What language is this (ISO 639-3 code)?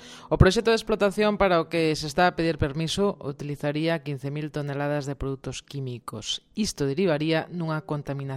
glg